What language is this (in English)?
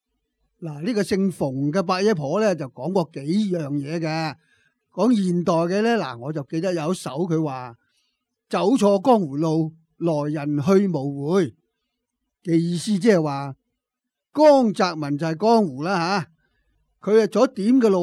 Cantonese